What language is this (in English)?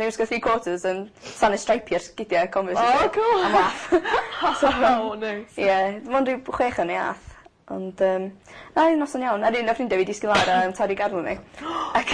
Welsh